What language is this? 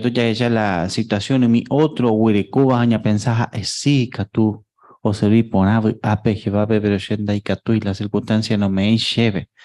Guarani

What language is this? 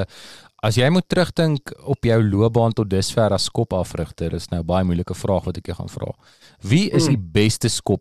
Afrikaans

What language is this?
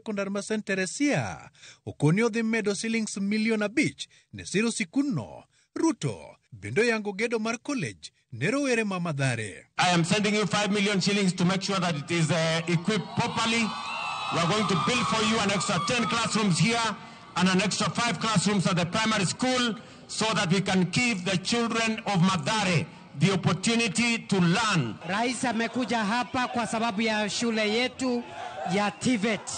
Luo (Kenya and Tanzania)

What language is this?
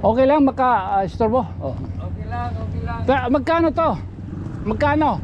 Waray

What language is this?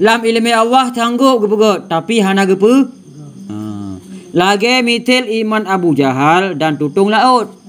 Achinese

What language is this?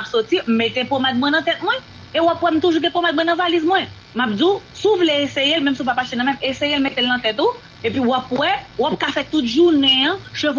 Haitian Creole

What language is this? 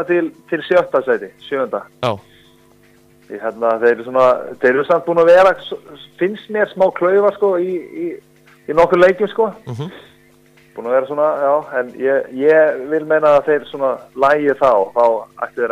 Icelandic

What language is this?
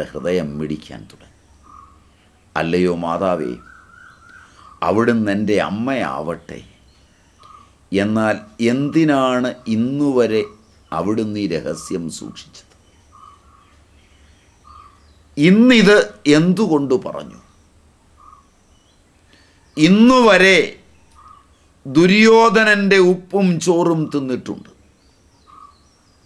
Malayalam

